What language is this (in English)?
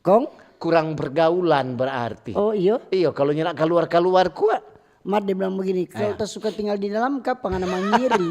Manado Malay